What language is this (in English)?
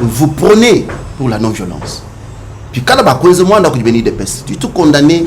Luba-Lulua